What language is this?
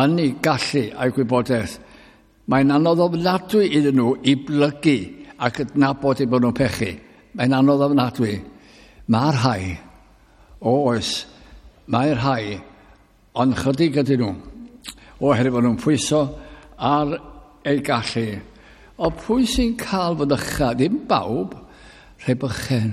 Welsh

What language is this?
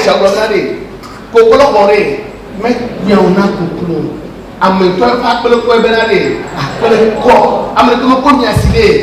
Ewe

